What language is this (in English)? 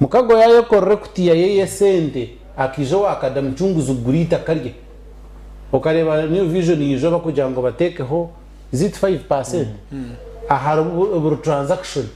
Nyankole